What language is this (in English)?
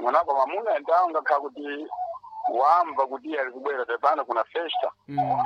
Sena